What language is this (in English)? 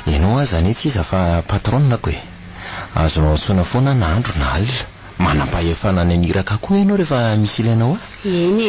Malagasy